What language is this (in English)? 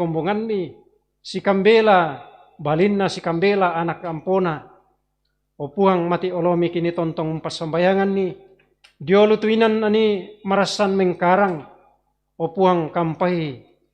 Toraja-Sa'dan